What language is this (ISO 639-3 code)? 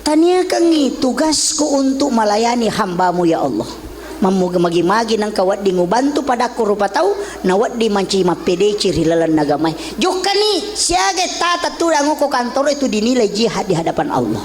bug